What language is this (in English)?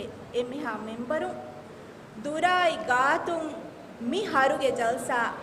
Divehi